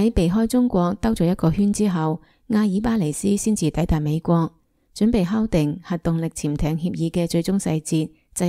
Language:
Cantonese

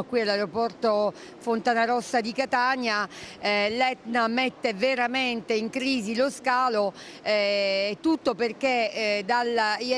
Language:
Italian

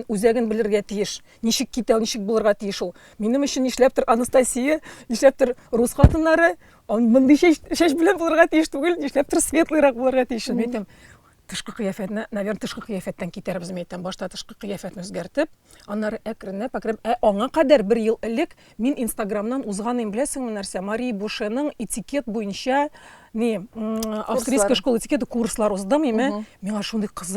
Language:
Tatar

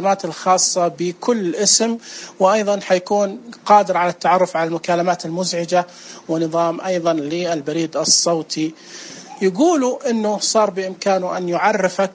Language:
Najdi Arabic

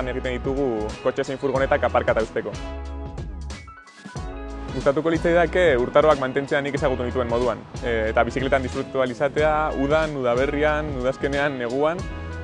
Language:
Basque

